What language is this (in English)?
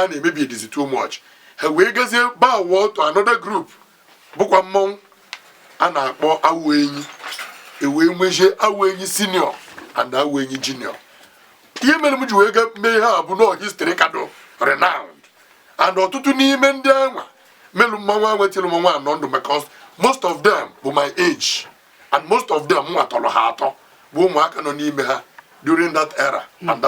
Igbo